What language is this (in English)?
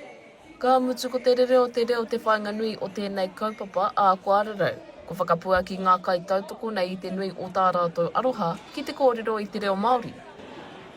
Māori